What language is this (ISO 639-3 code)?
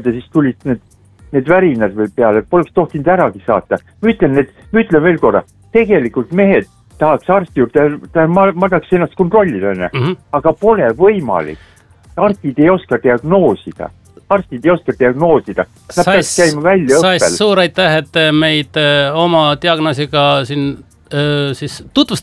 est